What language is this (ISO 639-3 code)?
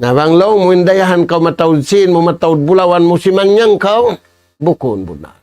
tsg